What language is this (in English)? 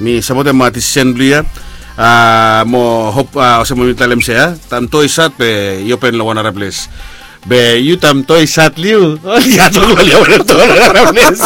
Bislama